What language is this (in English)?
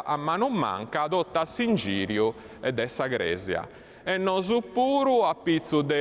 Sardinian